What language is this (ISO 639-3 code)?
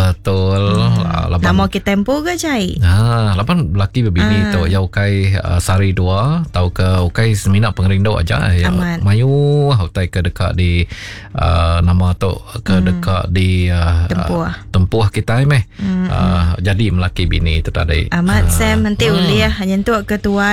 iba